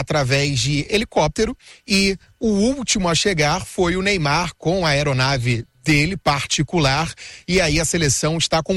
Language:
Portuguese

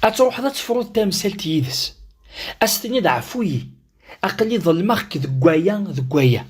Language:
Kabyle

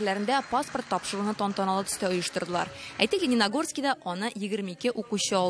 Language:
Tatar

